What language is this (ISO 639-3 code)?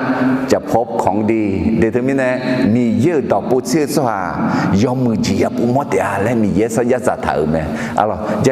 ahk